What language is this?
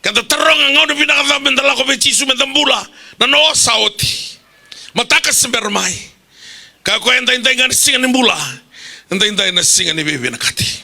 Fijian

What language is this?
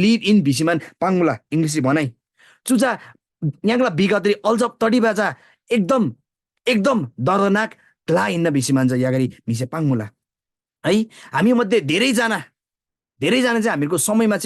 Eastern Tamang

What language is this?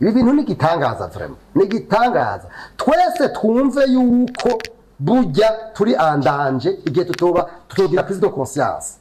Rundi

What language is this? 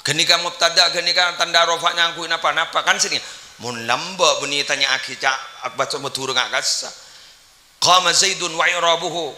Madurese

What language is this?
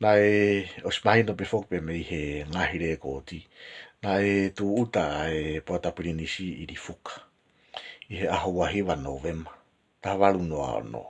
Tongan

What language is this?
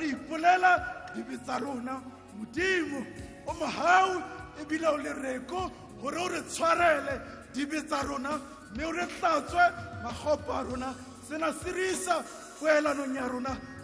Southern Sotho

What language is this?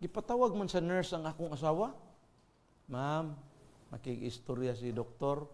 Cebuano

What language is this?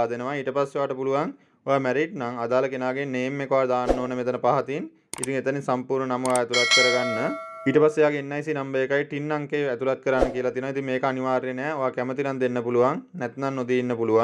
Sinhala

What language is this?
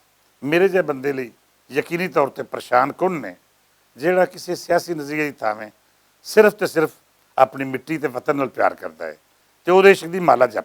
Western Panjabi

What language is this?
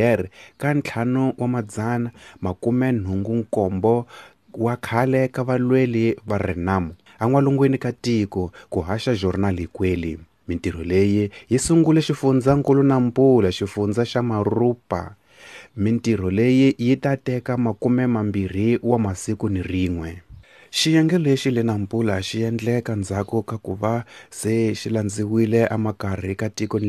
Tsonga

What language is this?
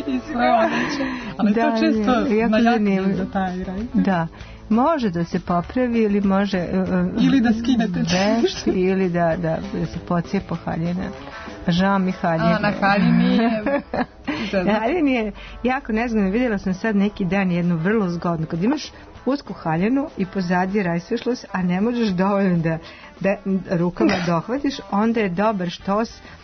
Serbian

